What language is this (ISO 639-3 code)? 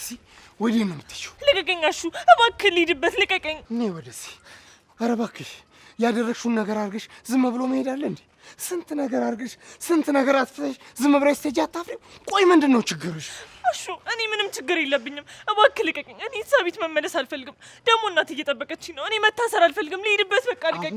amh